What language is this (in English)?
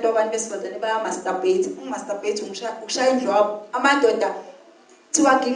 Zulu